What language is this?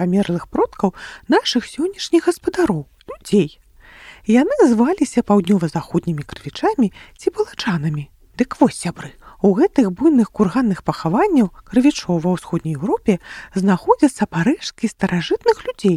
Belarusian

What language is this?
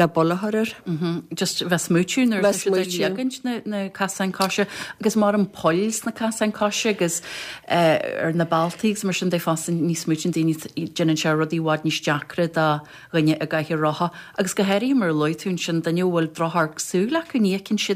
Irish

